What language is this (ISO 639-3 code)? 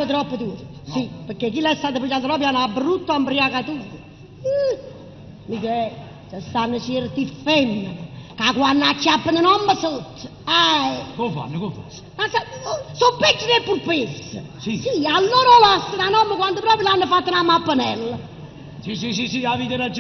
nap